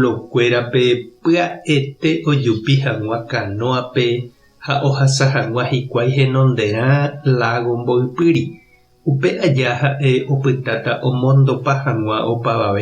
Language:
Guarani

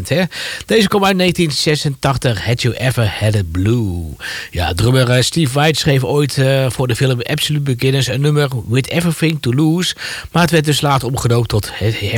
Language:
Dutch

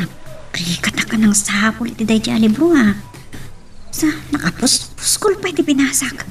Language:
Iloko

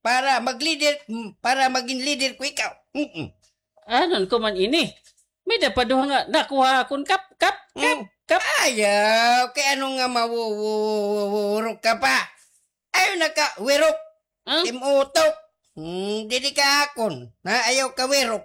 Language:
Waray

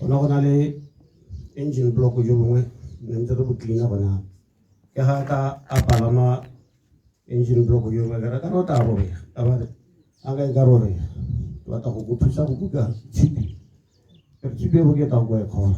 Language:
Tswana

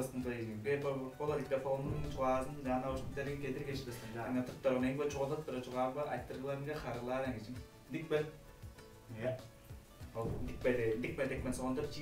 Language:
Tuvinian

